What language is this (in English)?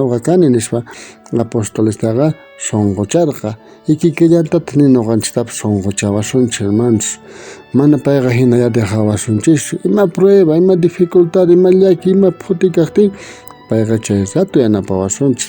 South Bolivian Quechua